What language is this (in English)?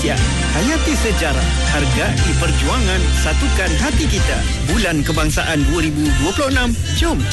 Malay